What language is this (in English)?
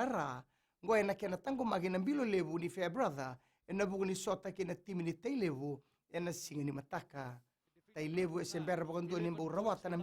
Fijian